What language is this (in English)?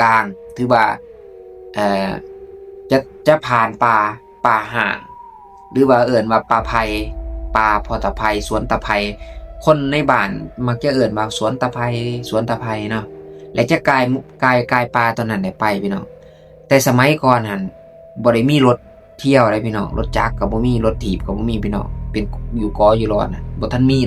Lao